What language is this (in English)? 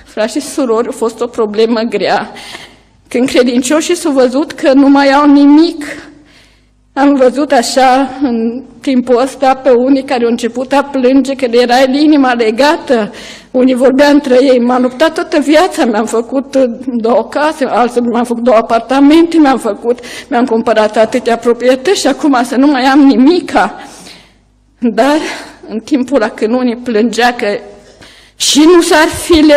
Romanian